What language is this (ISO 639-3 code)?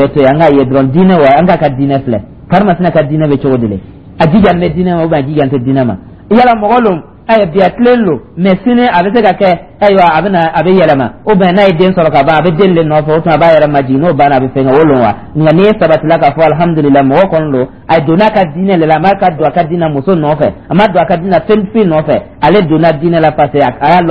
dyu